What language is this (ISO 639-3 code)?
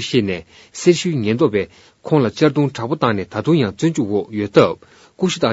bod